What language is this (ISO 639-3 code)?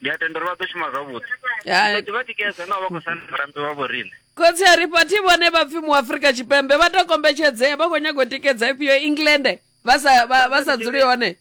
ven